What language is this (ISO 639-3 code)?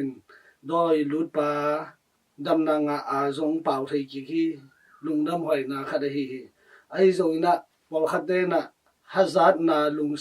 ctd